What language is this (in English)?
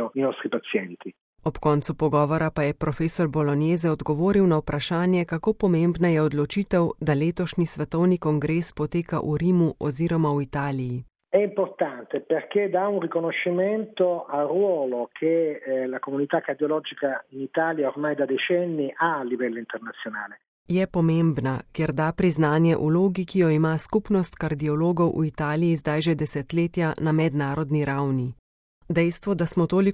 Slovenian